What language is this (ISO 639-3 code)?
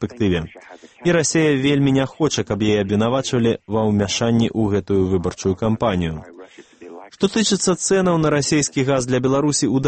bel